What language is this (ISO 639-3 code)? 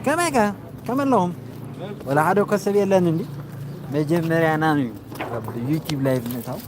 tir